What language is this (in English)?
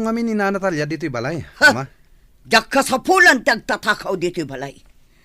Iloko